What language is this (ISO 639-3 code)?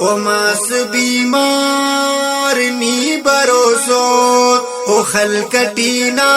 brh